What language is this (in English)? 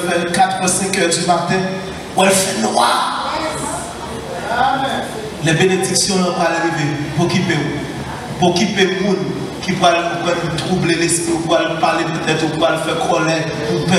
French